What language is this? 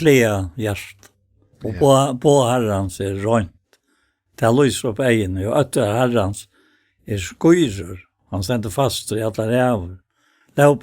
Faroese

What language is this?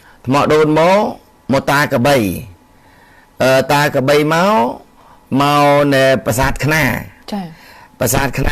Khmer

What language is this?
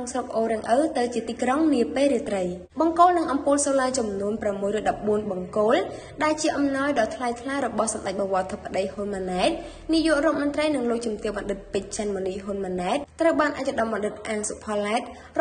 Khmer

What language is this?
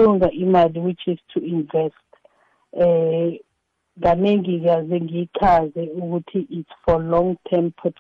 South Ndebele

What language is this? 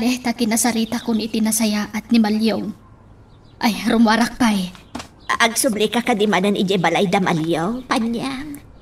Iloko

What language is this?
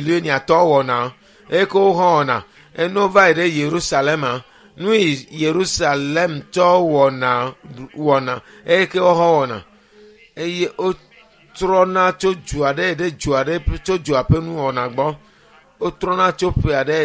Ewe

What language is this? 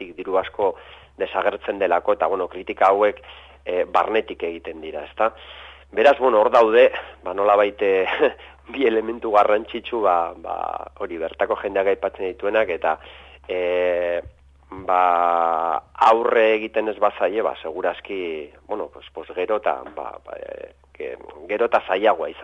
Basque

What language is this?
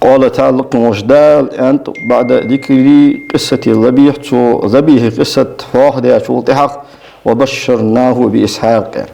Ingush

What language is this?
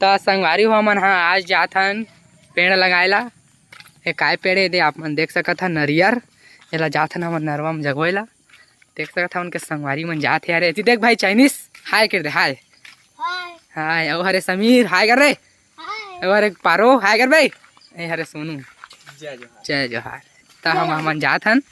Chhattisgarhi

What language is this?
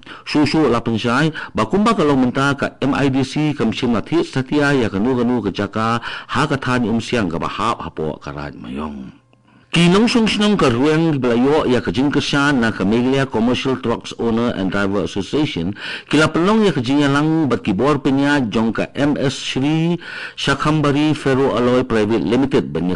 Khasi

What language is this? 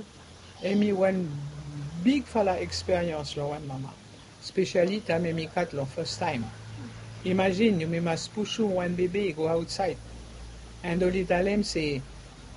Bislama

